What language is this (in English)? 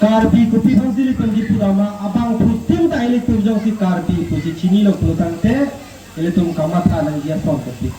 Karbi